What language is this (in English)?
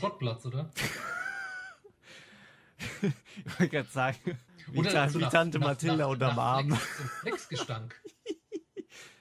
German